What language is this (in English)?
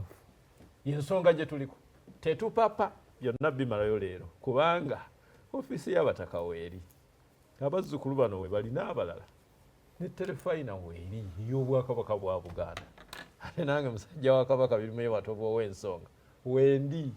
Ganda